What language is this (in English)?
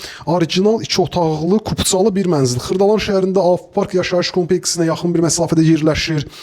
Azerbaijani